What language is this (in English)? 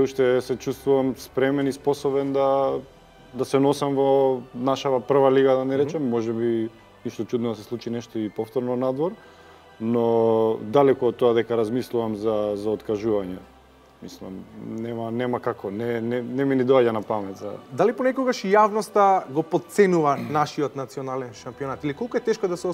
Macedonian